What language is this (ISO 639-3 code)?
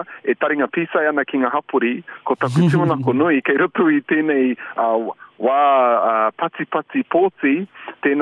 mri